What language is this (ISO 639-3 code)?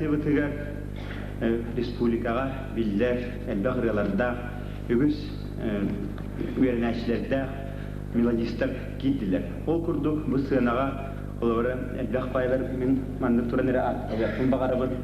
sah